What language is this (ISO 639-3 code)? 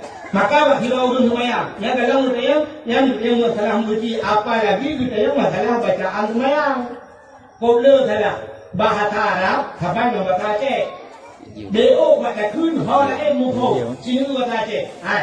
ace